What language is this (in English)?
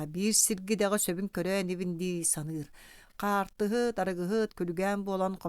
Yakut